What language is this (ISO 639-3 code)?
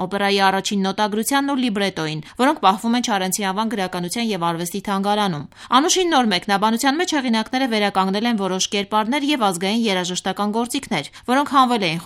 hye